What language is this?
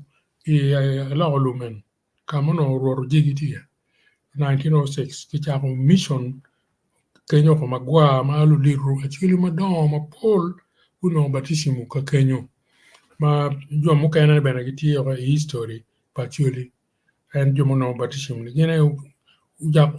Acoli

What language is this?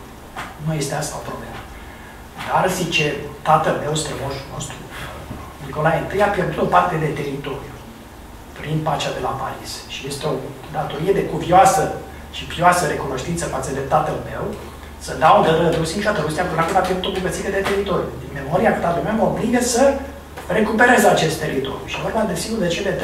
Romanian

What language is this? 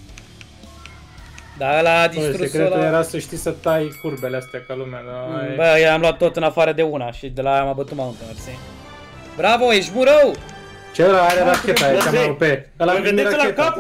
Romanian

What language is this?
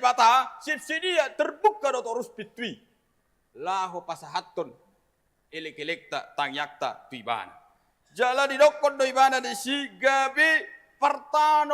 Batak Toba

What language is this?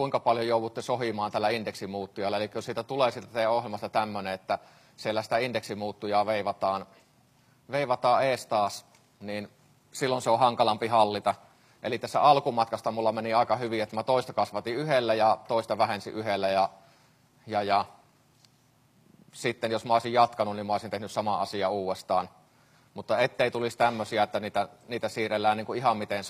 Finnish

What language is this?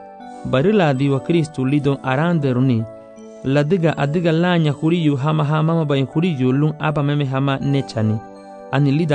Garifuna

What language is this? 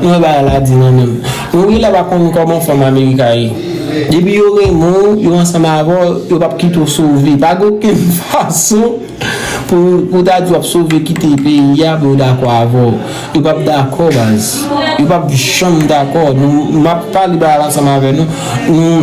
Haitian Creole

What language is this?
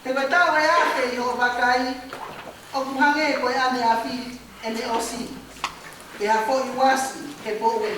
Tongan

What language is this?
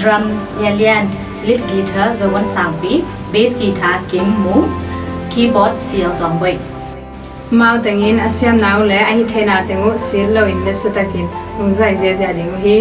Tedim Chin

